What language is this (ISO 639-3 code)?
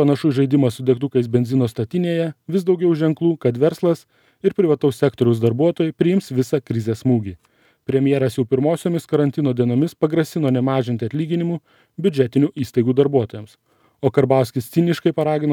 lit